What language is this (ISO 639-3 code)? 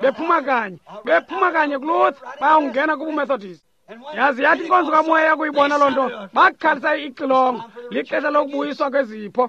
xho